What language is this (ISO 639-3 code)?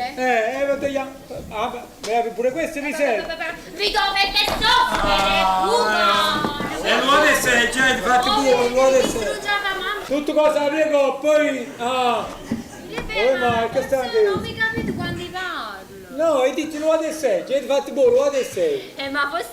nap